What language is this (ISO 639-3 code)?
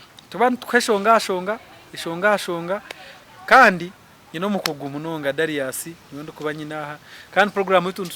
nyn